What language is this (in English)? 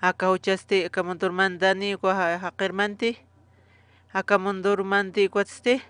Aymara